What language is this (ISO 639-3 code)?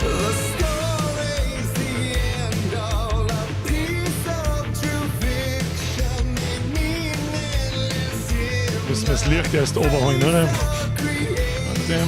bar